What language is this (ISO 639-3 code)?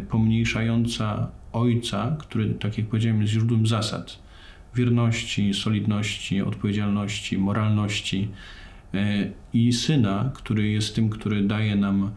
pol